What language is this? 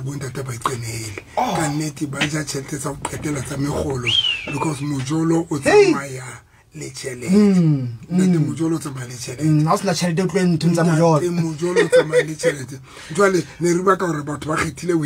Southern Sotho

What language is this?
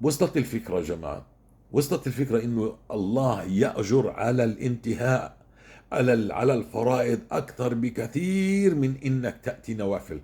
North Levantine Arabic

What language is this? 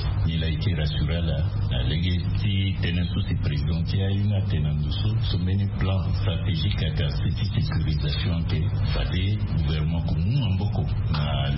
Sango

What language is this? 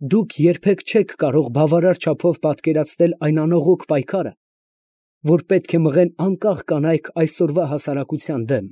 Armenian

